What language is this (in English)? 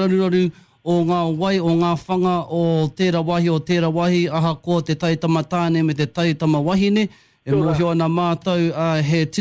Māori